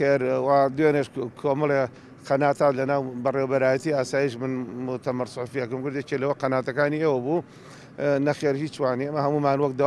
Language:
Central Kurdish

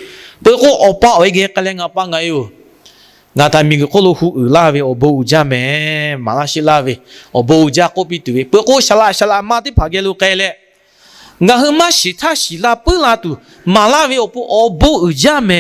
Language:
Lahu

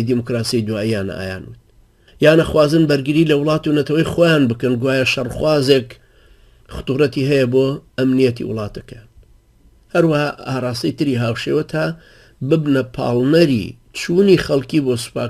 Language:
Central Kurdish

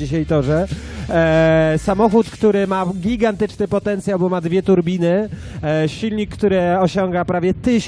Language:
Polish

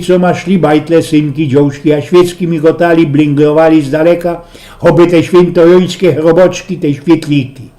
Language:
Silesian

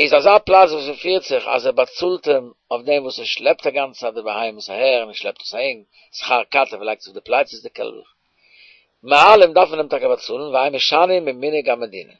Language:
Yiddish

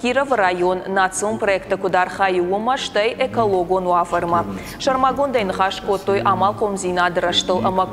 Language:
Ossetic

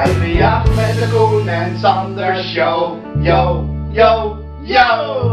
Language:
Dutch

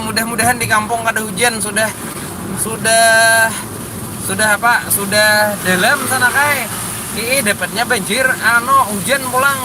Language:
Banjar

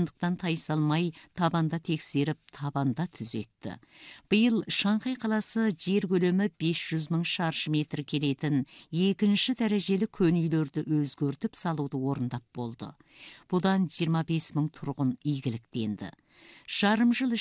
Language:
Kazakh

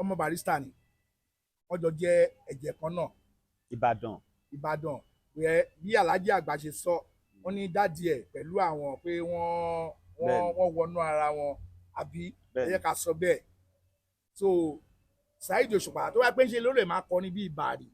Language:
Yoruba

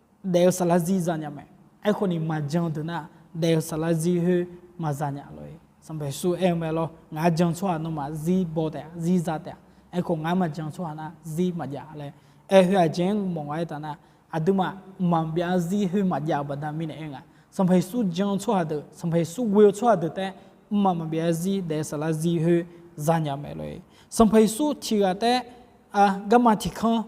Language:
Akha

